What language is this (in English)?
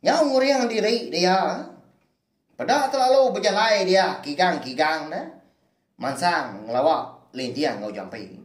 Iban